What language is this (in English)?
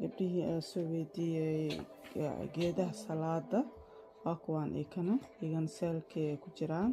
Somali